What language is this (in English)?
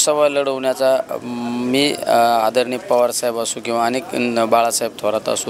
Marathi